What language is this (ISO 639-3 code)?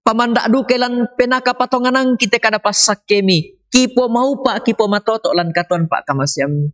sda